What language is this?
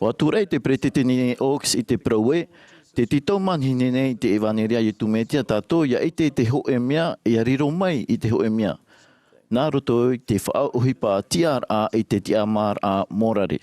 Tahitian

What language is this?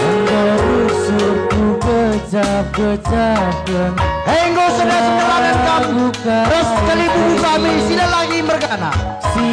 Batak Karo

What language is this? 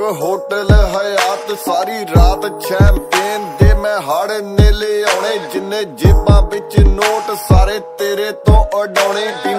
Punjabi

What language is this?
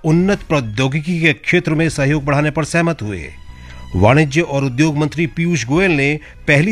Hindi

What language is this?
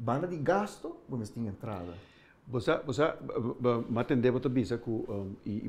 Papiamento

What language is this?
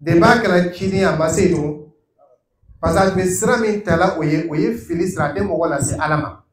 Dyula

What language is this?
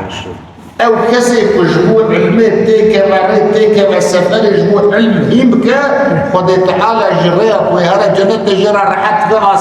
Kurdish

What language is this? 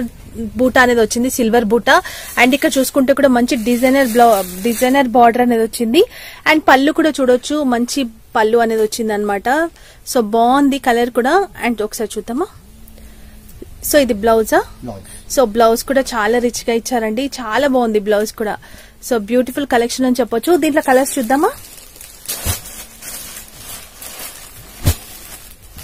Telugu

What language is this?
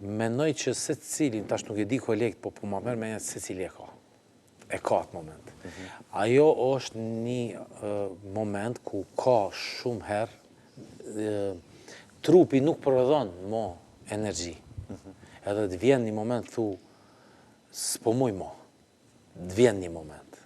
Albanian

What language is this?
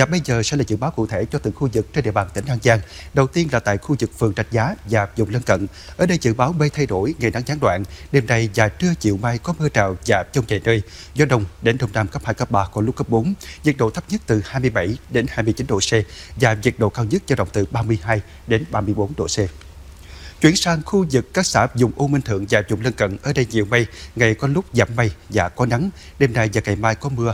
Vietnamese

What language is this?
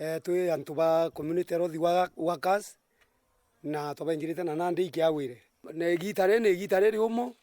Meru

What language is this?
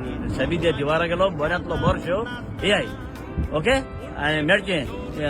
Konkani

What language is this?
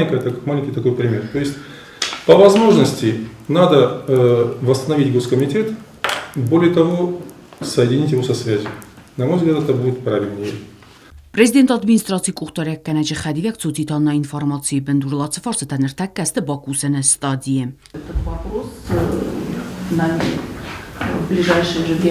Ossetic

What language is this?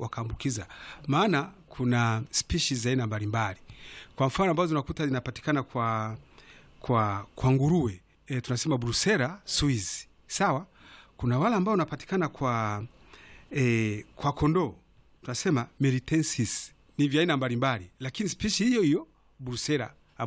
Swahili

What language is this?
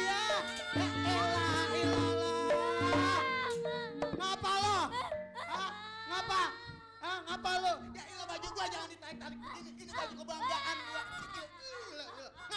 Betawi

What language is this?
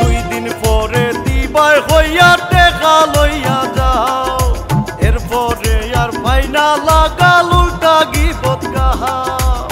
Sylheti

